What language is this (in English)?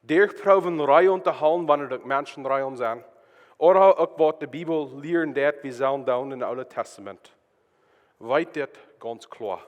Plautdietsch